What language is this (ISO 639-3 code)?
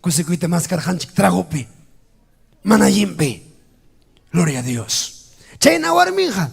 quy